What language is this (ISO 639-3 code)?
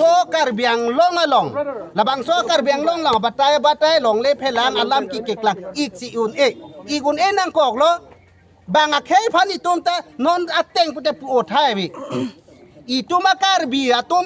mjw